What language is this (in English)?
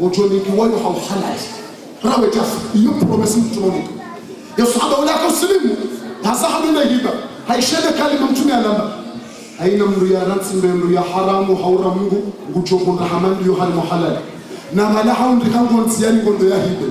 Ngazidja Comorian